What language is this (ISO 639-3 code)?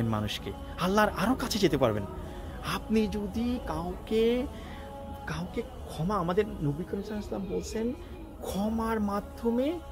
ben